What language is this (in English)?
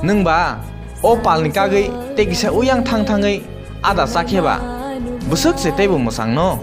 Kok Borok